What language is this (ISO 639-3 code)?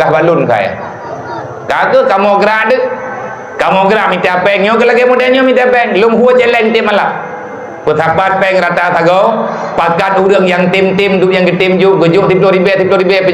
ace